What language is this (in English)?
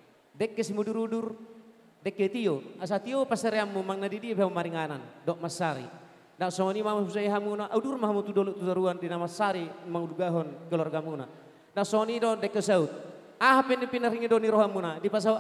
Batak Toba